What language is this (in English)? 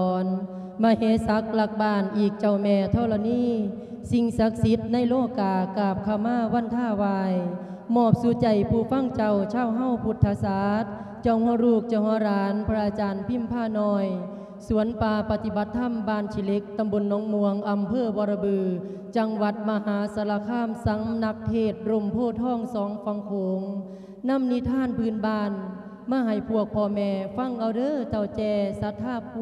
Lao